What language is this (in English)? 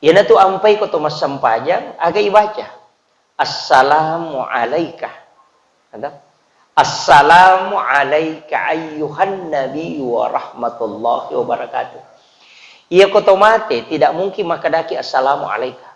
Buginese